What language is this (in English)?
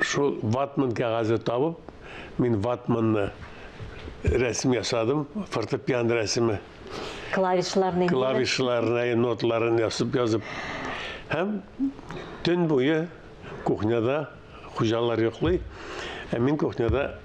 Tatar